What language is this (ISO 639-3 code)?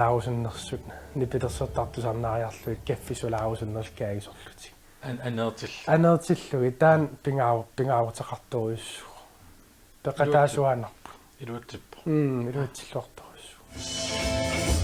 kal